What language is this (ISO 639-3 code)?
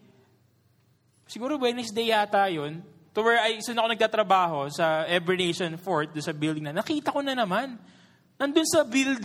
fil